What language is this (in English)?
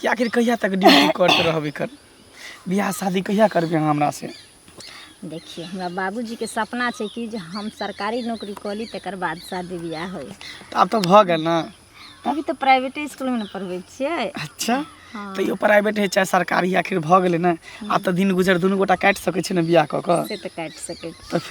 Maithili